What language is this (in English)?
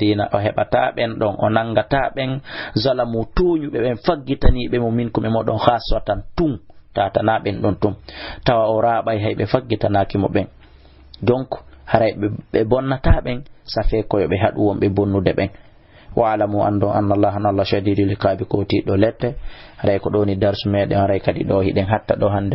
Fula